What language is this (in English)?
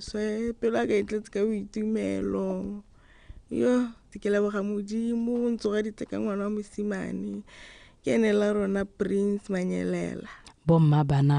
Tswana